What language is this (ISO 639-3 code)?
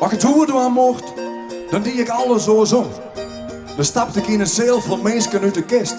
fry